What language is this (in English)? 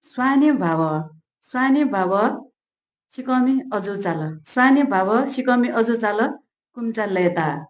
Newari